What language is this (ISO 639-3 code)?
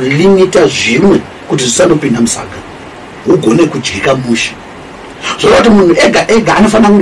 sna